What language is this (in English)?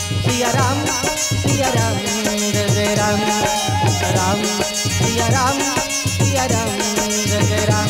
Chhattisgarhi